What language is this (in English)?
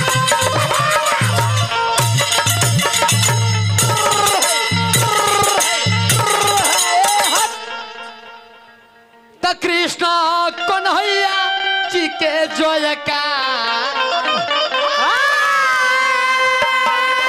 Bhojpuri